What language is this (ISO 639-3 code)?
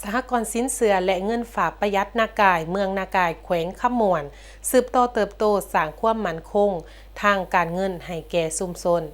lao